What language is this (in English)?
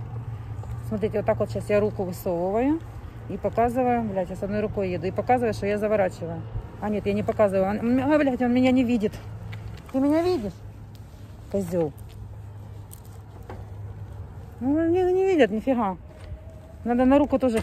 Russian